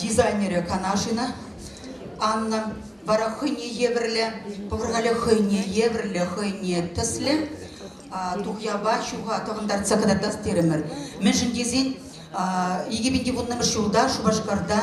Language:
Chuvash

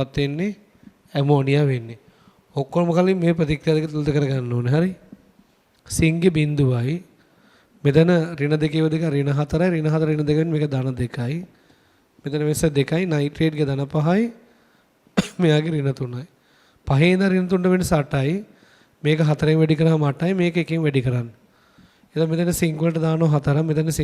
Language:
Sinhala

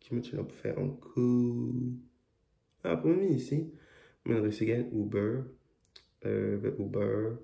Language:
Morisyen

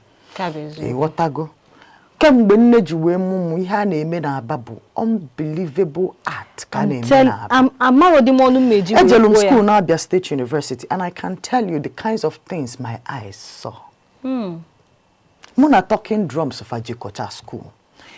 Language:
Igbo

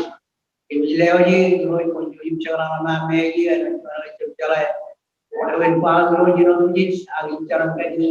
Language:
Marshallese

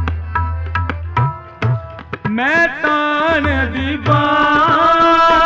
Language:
Punjabi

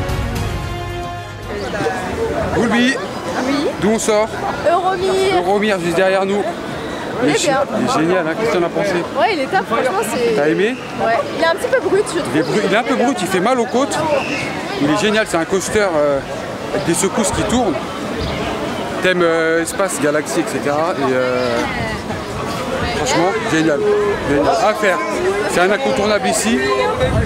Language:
French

